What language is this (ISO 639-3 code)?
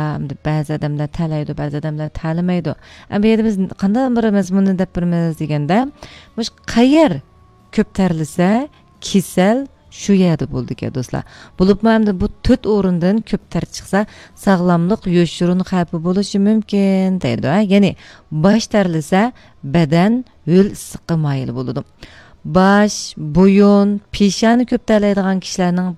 uig